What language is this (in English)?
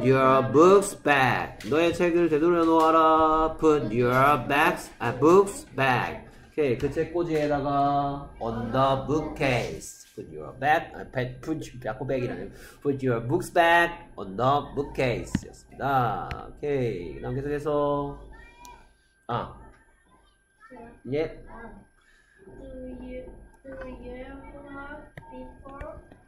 Korean